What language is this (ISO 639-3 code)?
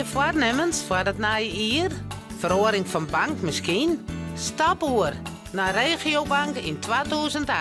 fry